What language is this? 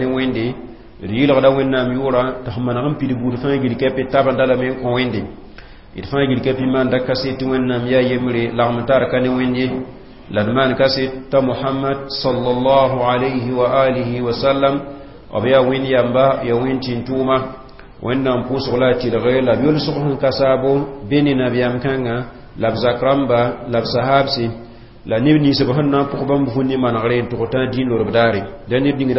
Mossi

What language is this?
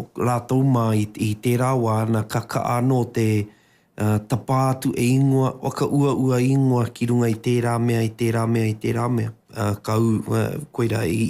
Māori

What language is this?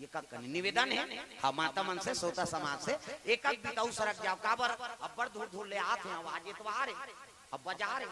Chhattisgarhi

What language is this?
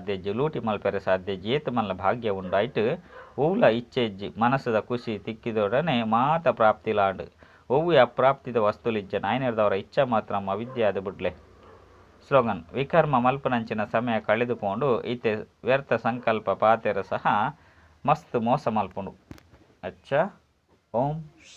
Tulu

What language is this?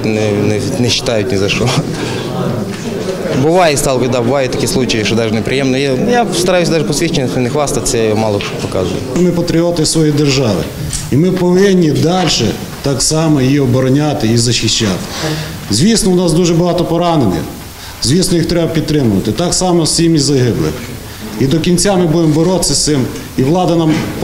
Ukrainian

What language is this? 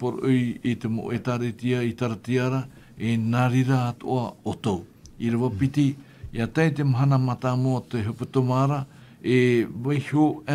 Tahitian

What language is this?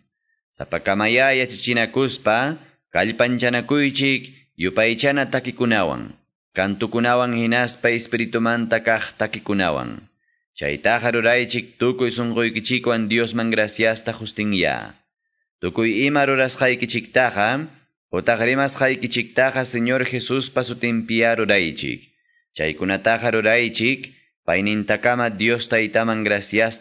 Quechua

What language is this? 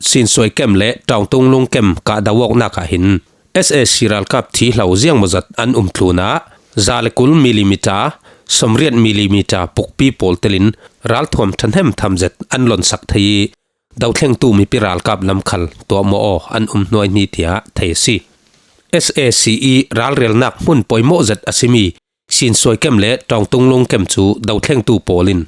Falam Chin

